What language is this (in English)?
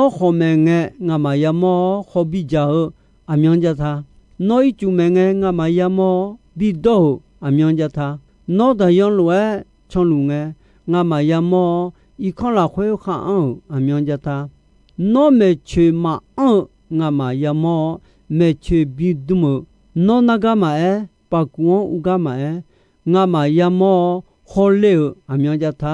Akha